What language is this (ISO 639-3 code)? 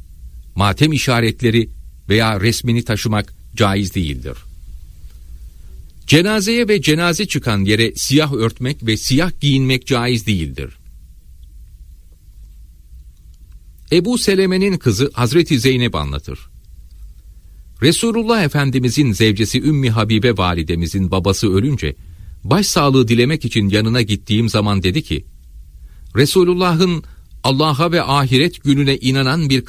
tur